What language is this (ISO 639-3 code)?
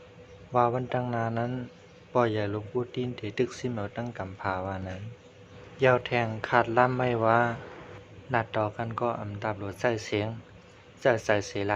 shn